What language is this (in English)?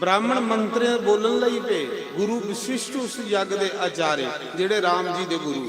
Dogri